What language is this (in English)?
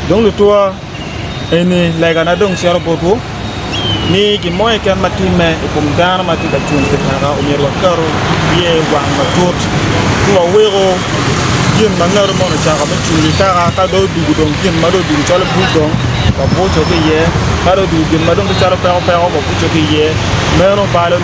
Acoli